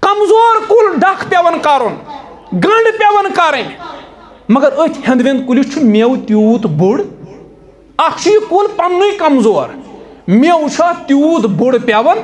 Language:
Kashmiri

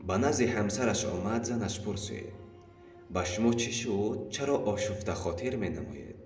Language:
Tajik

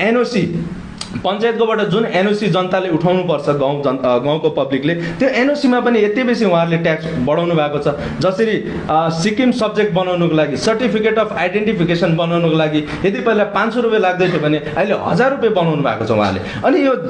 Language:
Nepali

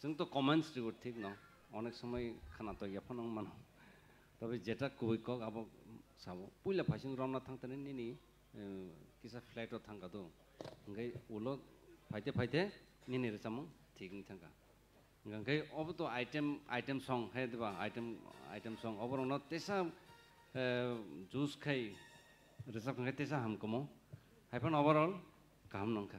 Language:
Kok Borok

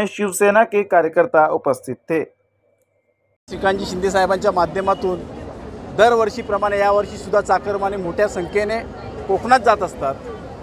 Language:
Marathi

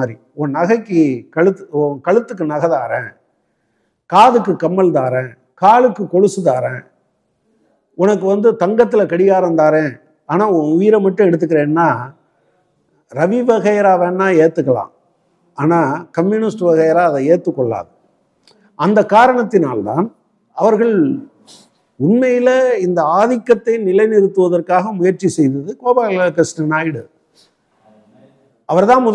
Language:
Tamil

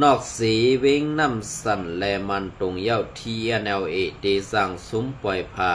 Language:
Shan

